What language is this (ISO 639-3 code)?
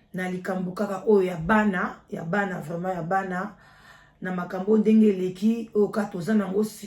lin